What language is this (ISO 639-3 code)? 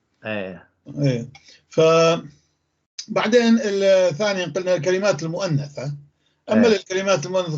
apc